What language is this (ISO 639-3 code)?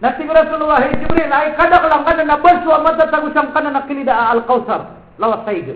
mrw